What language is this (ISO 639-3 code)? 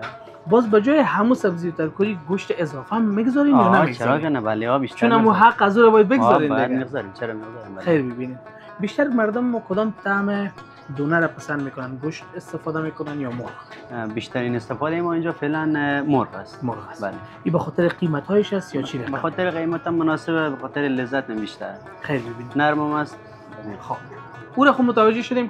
fas